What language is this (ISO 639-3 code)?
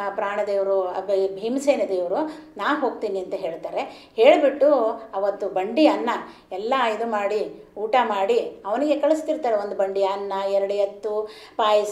kan